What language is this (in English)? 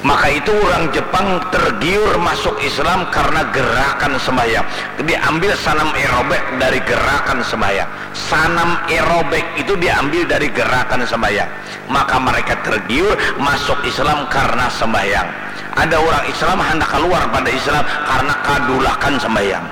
Banjar